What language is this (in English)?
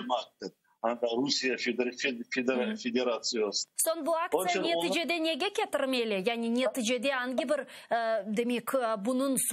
Crimean Tatar